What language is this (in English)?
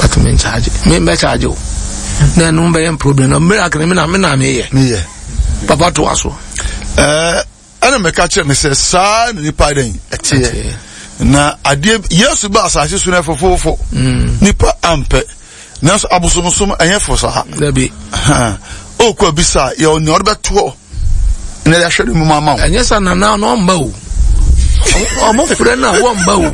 Akan